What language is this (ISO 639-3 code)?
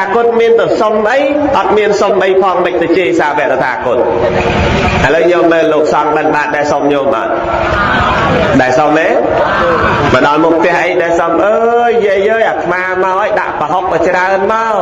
khm